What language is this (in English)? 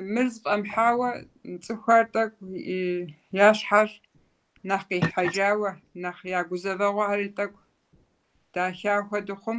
Kabardian